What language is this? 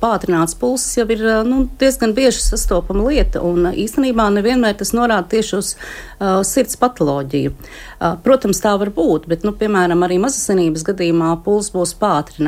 Latvian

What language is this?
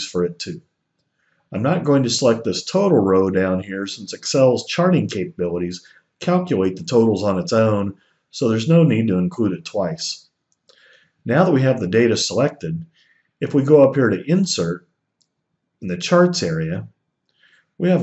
English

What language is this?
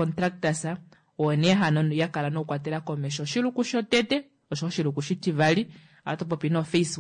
Kuanyama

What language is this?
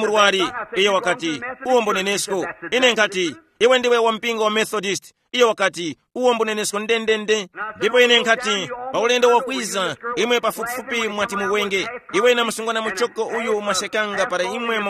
Tumbuka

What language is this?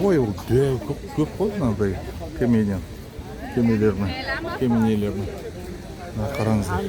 Kazakh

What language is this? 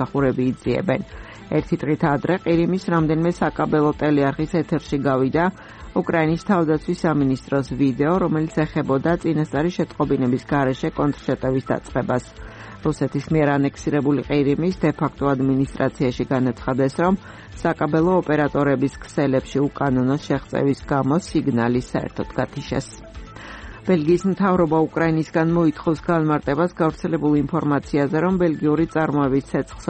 Georgian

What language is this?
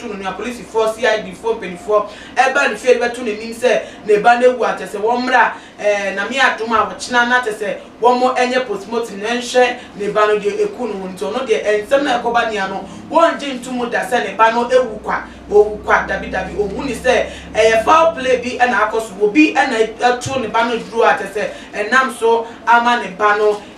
Akan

